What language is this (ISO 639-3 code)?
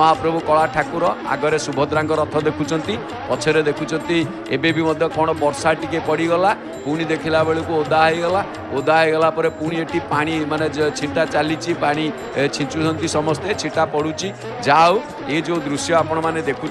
ori